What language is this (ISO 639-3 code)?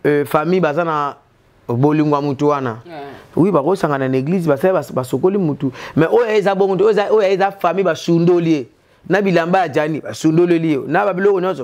lin